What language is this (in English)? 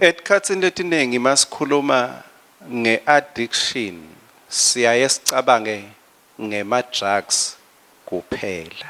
Swati